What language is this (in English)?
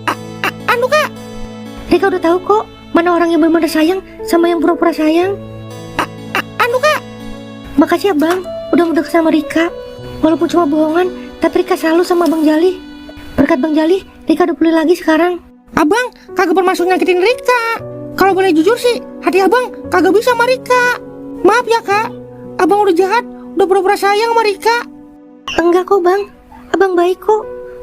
Betawi